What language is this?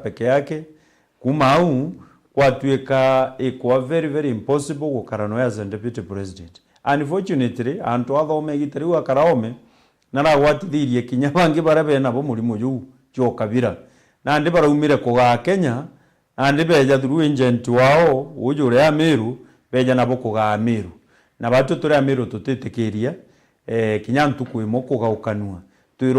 Meru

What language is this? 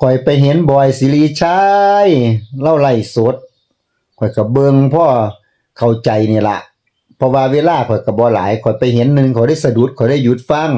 Northeastern Thai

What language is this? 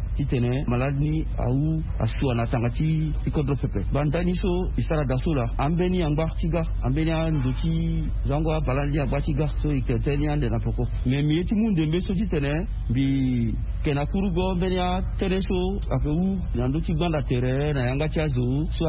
Sango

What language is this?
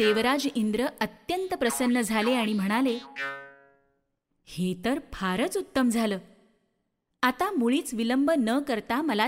Marathi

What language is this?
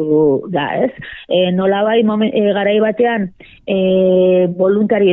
Basque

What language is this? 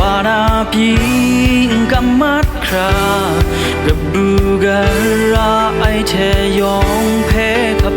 Kachin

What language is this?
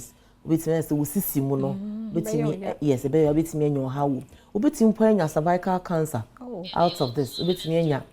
Akan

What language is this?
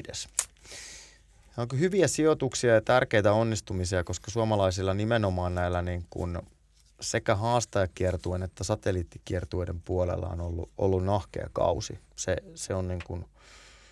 Finnish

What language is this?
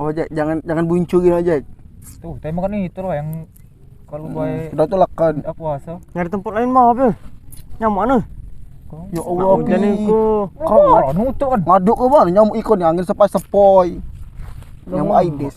Musi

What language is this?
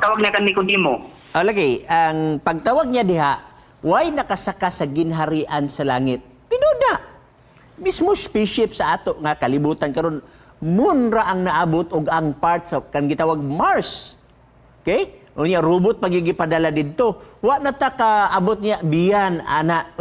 Cebuano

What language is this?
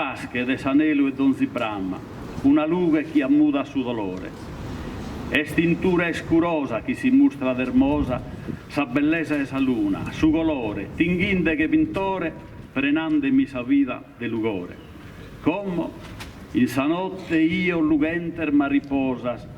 Sardinian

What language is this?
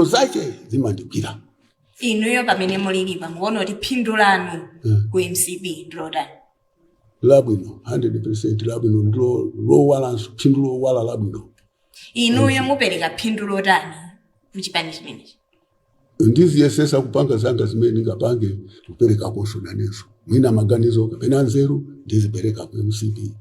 Nyanja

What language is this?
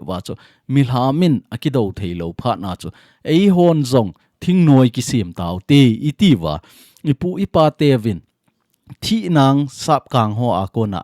Thado Chin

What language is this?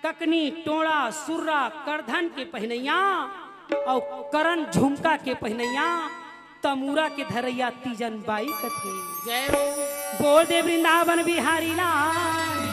Chhattisgarhi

